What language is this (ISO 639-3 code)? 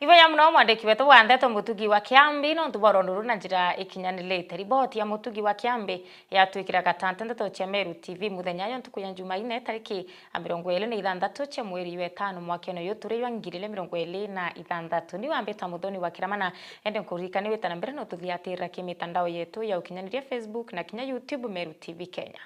mer